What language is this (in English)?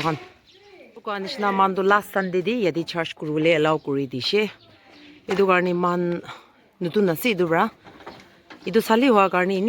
Naga Pidgin